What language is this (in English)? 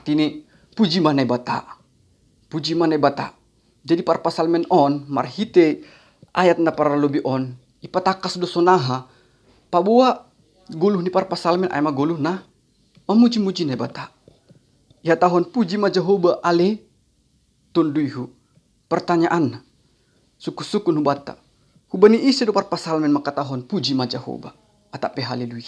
Batak Simalungun